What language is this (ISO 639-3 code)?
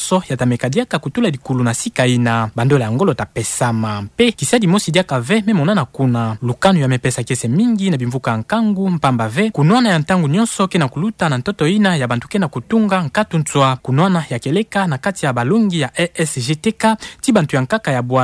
ktu